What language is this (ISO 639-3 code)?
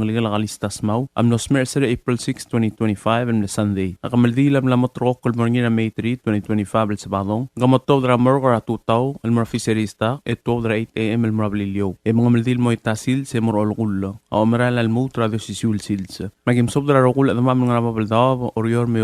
pau